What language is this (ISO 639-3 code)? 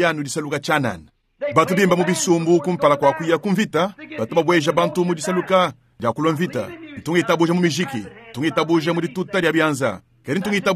lua